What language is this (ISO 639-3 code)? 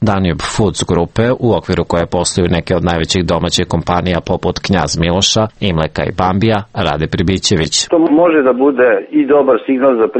srp